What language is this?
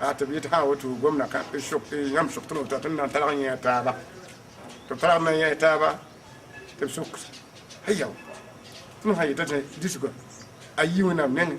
Mossi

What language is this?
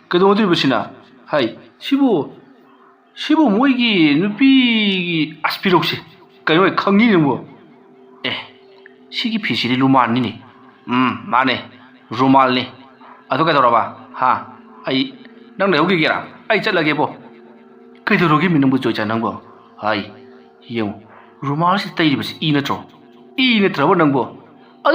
Manipuri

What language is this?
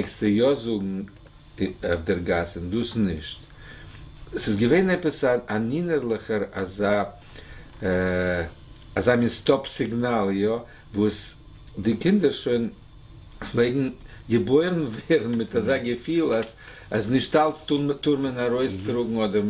Yiddish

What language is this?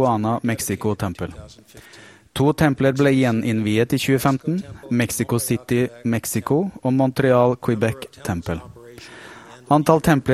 Norwegian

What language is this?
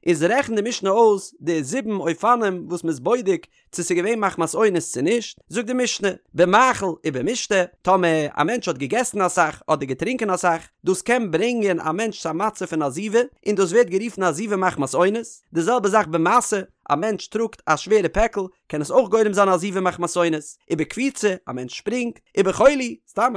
Yiddish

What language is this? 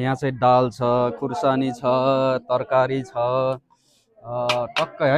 Nepali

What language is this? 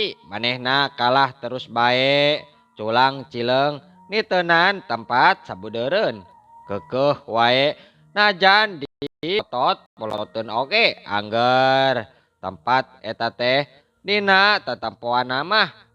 Sundanese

